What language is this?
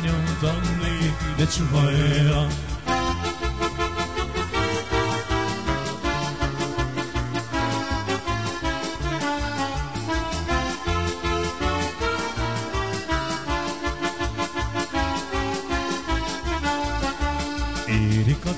Hungarian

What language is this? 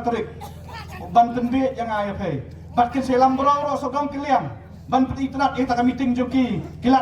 Khasi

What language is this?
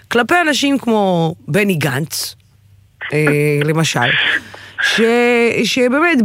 Hebrew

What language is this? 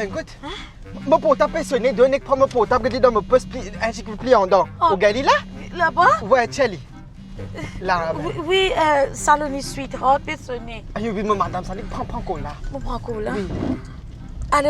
Morisyen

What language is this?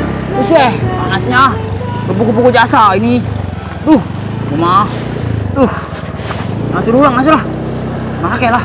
Betawi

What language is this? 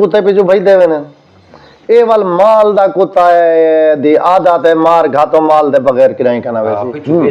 Saraiki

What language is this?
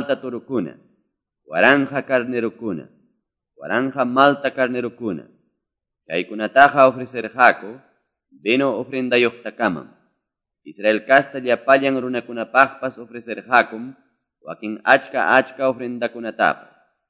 Quechua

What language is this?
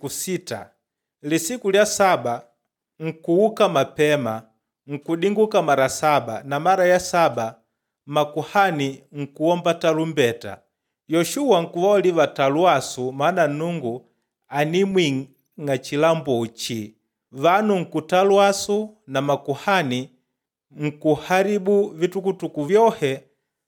Makonde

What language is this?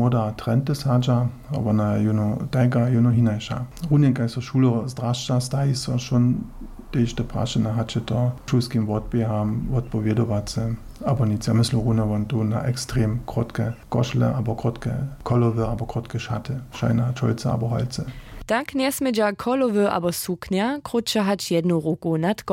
Upper Sorbian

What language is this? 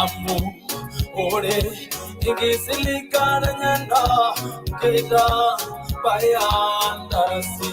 Masai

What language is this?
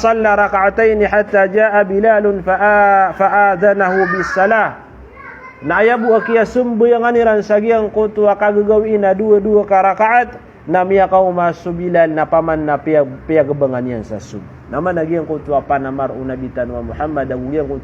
Maranao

